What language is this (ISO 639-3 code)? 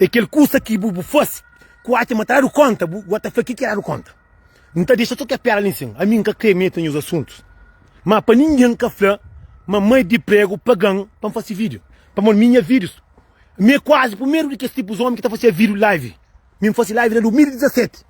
kea